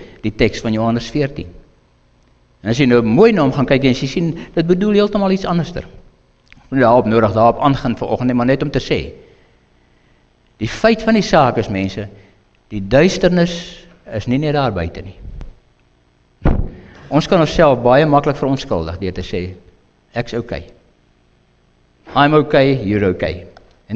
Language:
Afrikaans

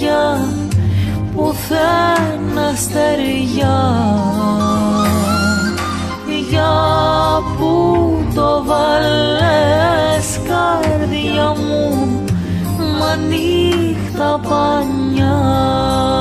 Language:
Greek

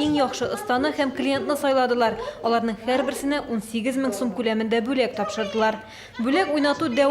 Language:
Tatar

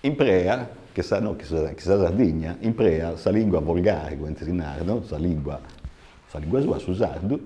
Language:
Sardinian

